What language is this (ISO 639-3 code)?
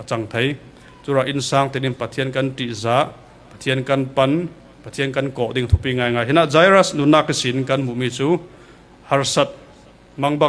cfm